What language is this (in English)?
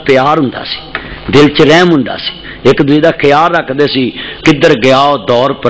Western Panjabi